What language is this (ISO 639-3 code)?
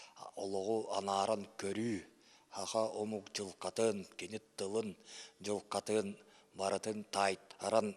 sah